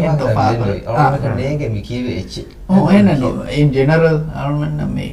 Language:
Divehi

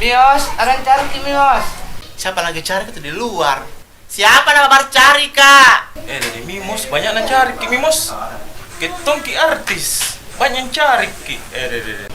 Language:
Makassar Malay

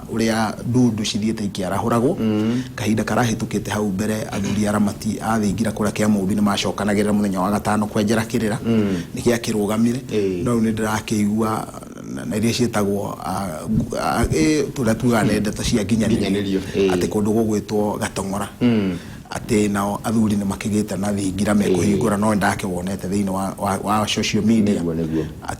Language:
Kikuyu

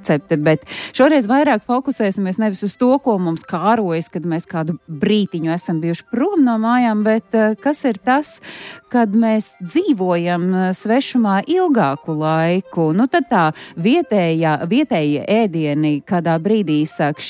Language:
Latvian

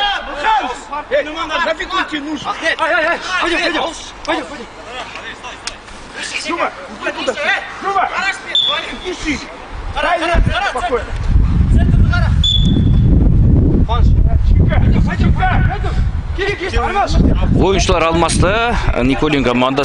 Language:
Kazakh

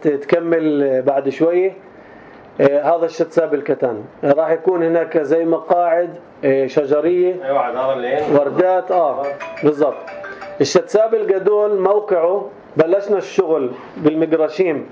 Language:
North Levantine Arabic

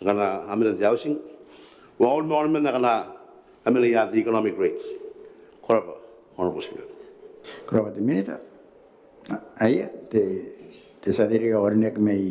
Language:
Gilbertese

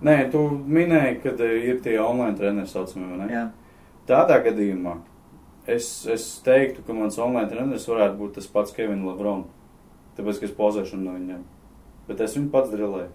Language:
Latvian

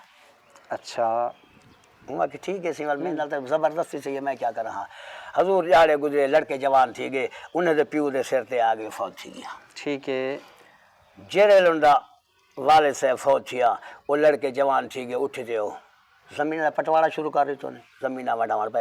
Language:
Saraiki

